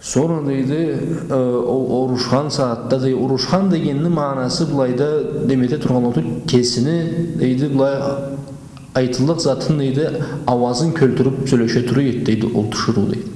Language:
Karachay-Balkar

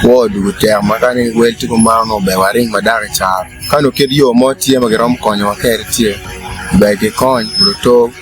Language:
Acoli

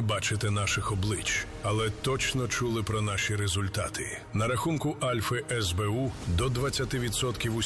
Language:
Ukrainian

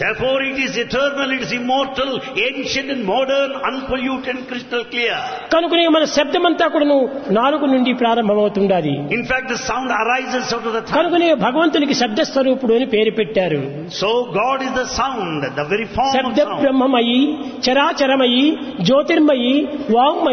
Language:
Telugu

